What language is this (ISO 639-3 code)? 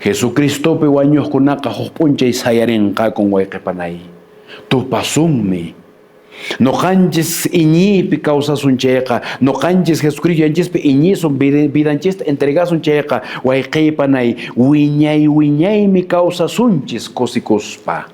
que